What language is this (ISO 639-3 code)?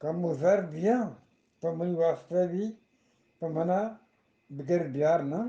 bgp